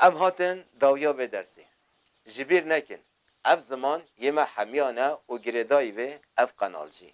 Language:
Kurdish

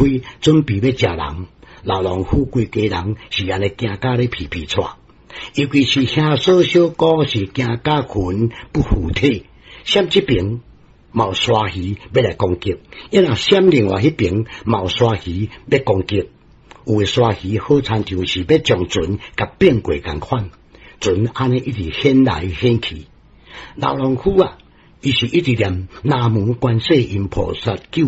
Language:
Min Nan Chinese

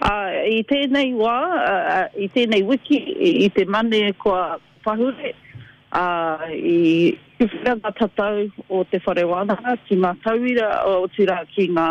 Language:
Māori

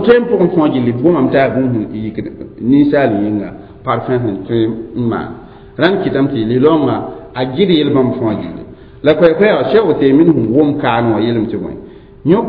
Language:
Mossi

